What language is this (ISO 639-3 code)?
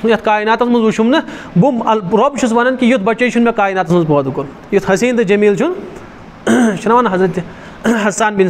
kas